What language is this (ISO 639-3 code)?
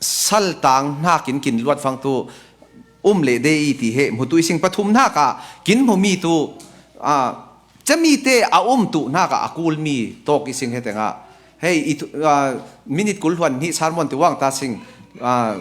cfm